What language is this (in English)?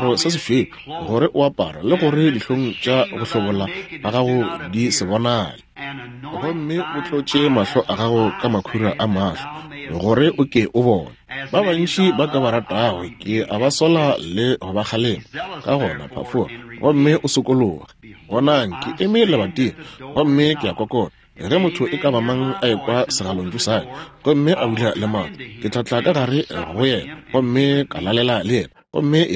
Northern Sotho